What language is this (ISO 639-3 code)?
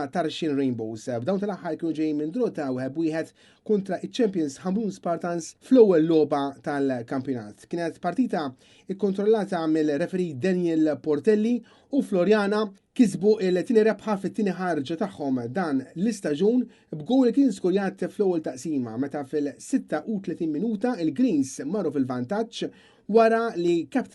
mlt